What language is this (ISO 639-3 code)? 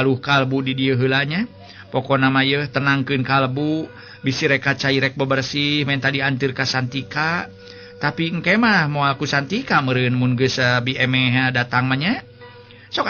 sun